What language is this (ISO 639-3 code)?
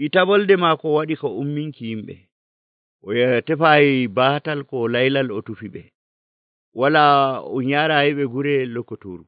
fuv